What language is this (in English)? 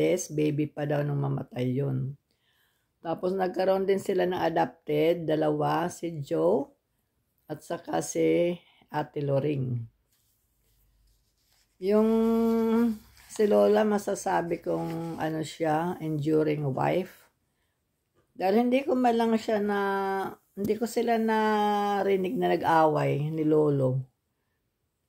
Filipino